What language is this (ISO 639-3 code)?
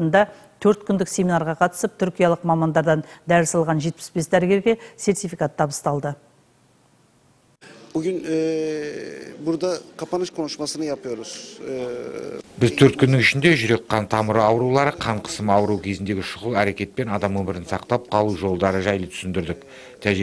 kaz